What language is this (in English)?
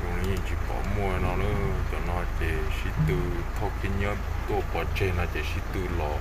Hmong